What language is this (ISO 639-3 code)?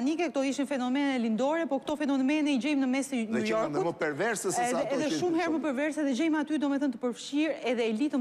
sqi